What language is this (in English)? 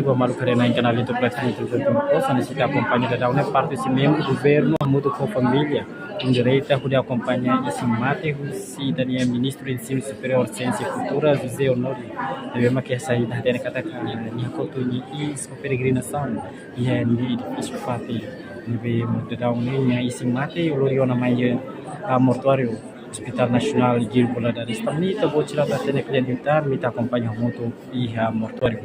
Tetum